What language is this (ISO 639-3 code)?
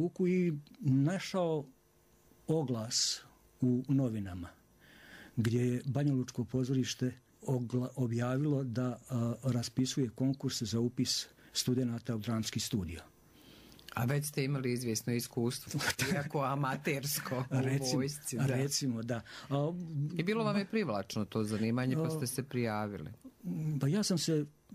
srp